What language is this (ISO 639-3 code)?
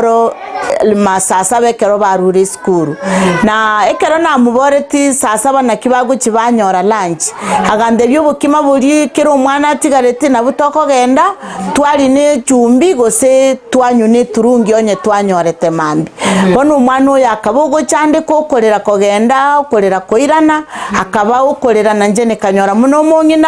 guz